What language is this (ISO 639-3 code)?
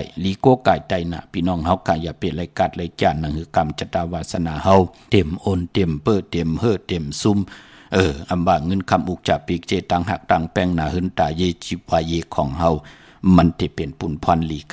shn